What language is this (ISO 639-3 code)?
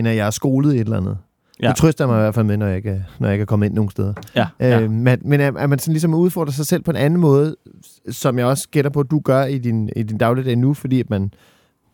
dan